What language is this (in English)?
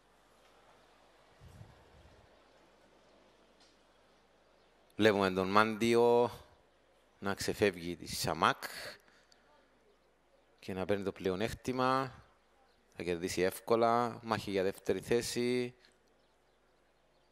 Greek